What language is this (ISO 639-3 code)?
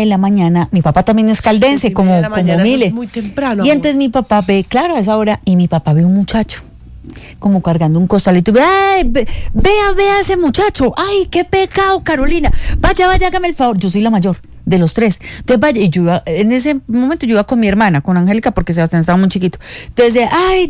spa